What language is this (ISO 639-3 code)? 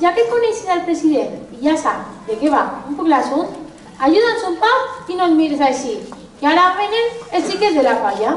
cat